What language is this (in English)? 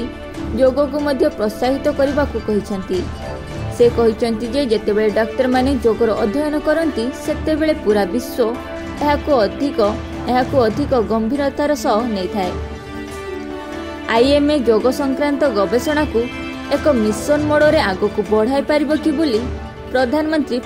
Odia